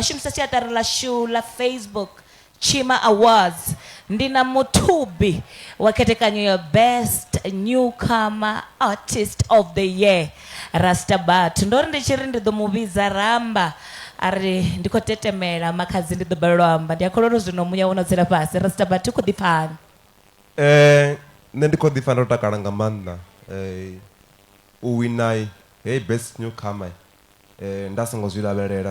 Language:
Venda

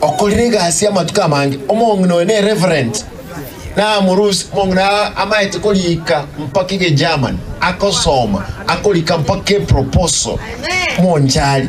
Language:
Gusii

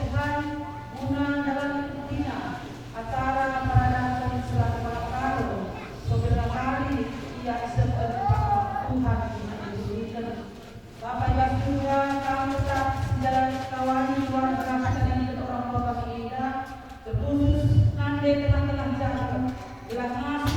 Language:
Batak Karo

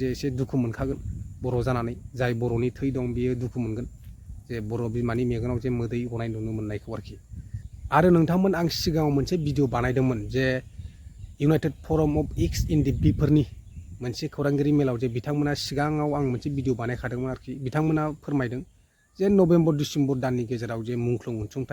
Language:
Bodo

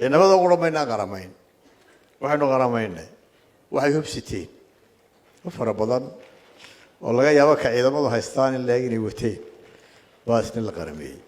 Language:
Somali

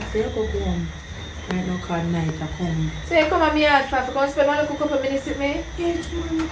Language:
Jamaican Creole English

